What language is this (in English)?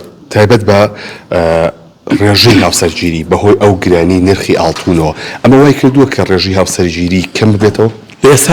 Central Kurdish